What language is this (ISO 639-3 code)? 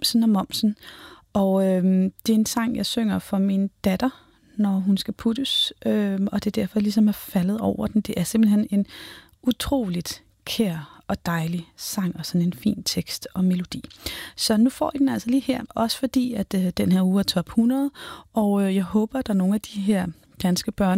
dan